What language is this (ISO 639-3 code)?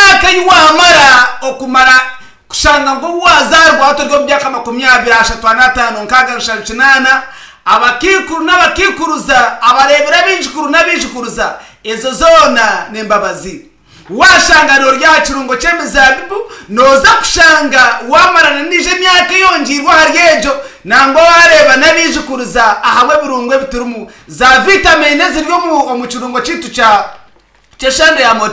nyn